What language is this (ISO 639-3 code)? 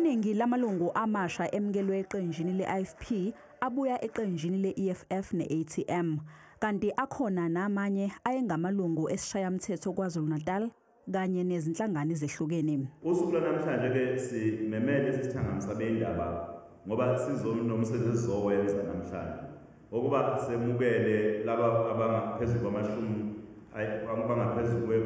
zul